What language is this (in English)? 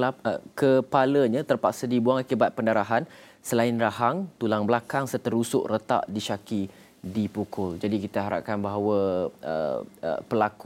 Malay